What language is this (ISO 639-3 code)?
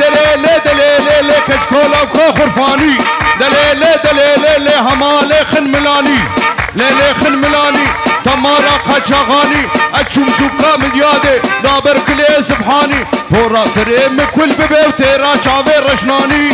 kur